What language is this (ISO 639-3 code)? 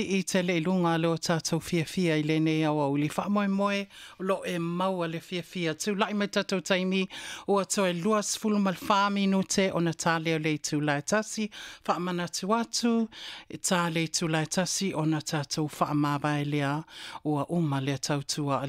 smo